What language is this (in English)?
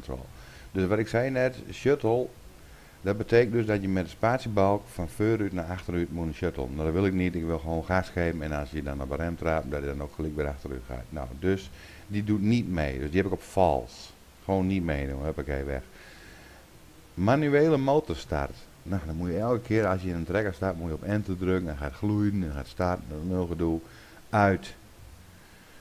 Dutch